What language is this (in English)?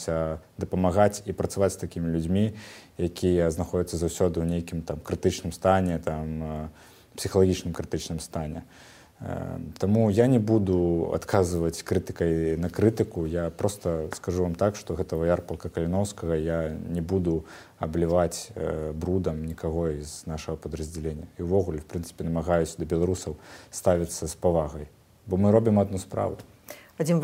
Belarusian